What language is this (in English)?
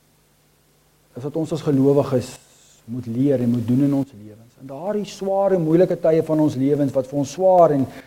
Afrikaans